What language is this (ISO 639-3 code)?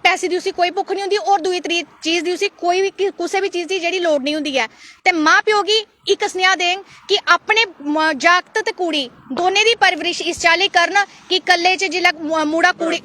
doi